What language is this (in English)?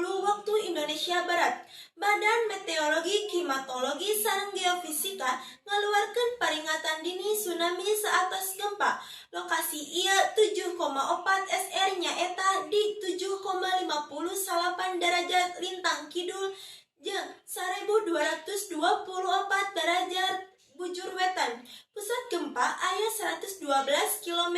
Sundanese